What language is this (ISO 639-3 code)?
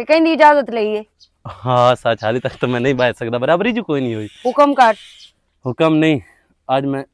lah